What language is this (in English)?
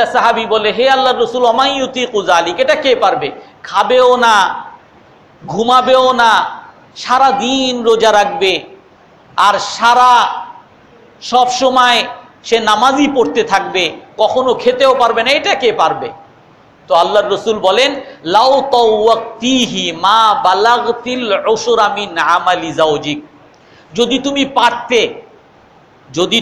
Bangla